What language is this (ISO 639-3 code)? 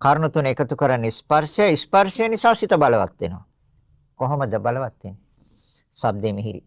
sin